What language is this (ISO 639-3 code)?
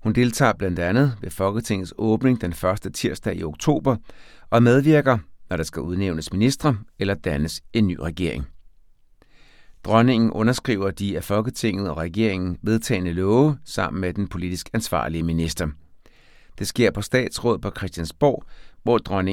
dan